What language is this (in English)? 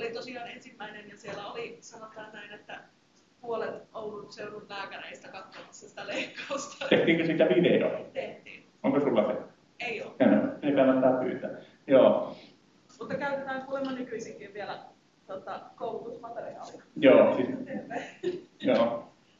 Finnish